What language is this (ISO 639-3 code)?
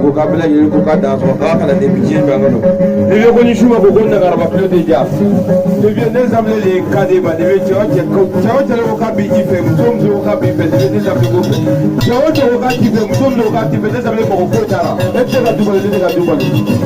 bam